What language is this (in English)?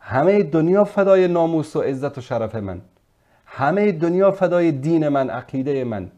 Persian